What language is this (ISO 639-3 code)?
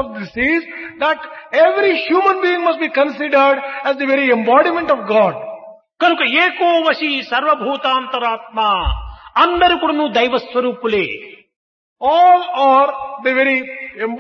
tel